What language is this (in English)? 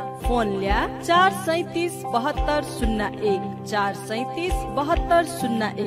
Newari